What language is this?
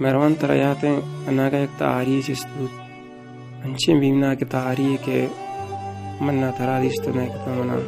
Baluchi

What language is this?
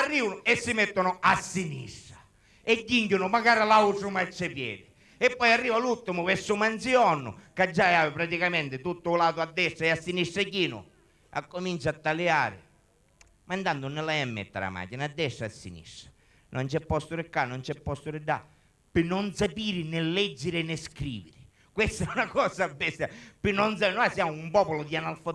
Sicilian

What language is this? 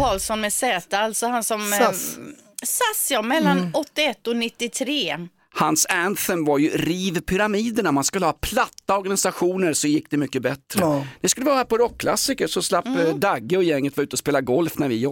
Swedish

